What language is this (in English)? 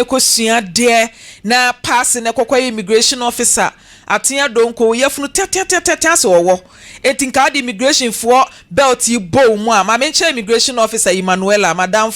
Akan